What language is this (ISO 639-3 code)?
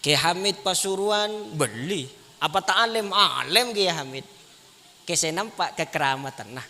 mad